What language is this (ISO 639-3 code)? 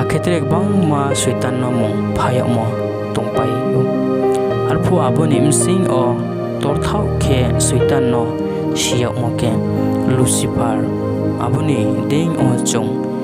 ria